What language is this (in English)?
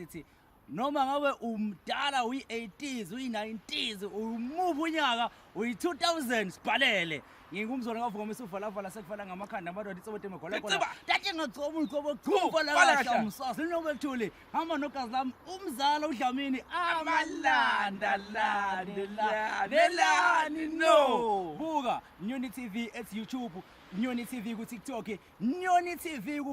Zulu